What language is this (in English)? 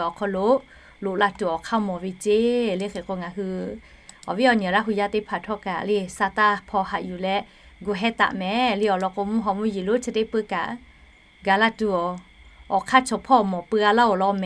Lahu